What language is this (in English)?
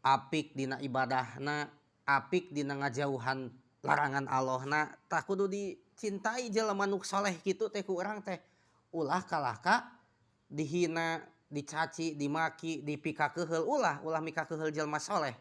Sundanese